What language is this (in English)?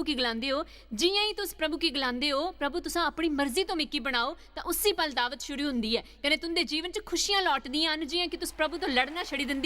Dogri